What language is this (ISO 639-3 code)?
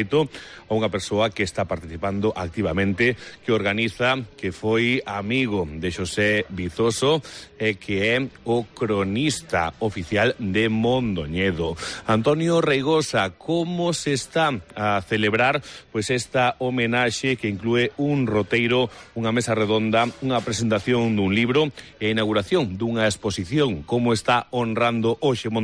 glg